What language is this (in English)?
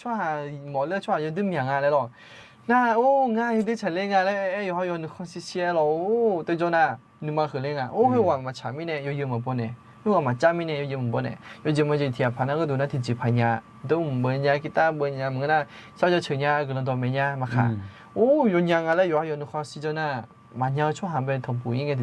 Akha